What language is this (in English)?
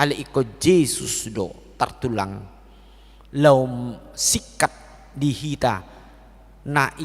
Batak Toba